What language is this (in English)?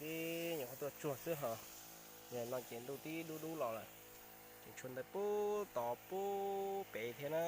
Hmong